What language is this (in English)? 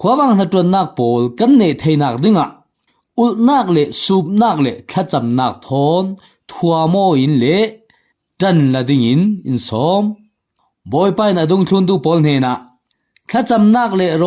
Falam Chin